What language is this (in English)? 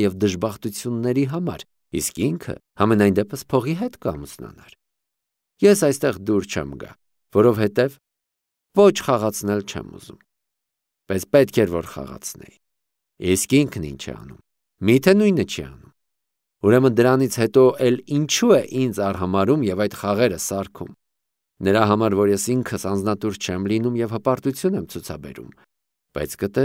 Armenian